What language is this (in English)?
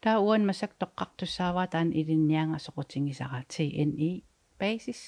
Kalaallisut